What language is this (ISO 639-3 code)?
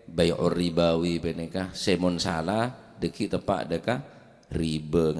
mad